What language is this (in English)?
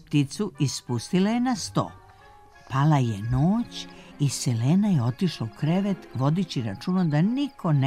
Serbian